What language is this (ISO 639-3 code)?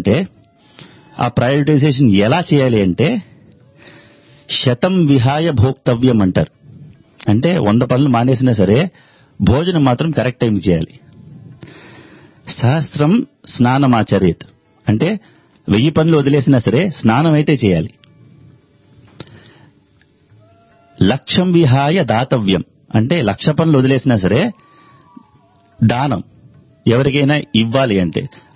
tel